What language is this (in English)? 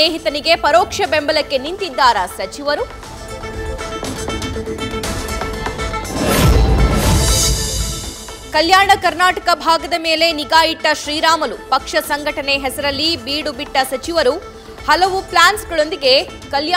Kannada